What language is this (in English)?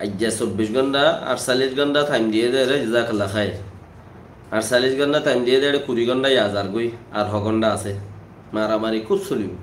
Rohingya